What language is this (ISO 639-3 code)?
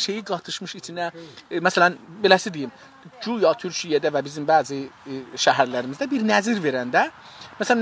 azb